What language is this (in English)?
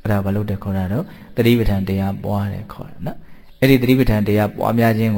Burmese